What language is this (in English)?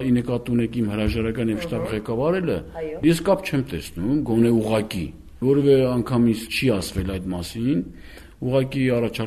Armenian